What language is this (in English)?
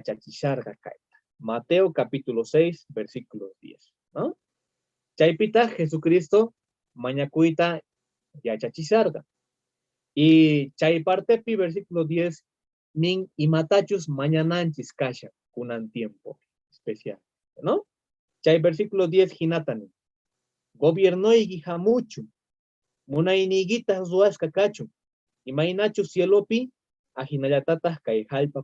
South Bolivian Quechua